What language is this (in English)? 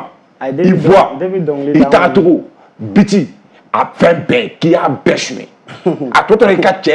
Bambara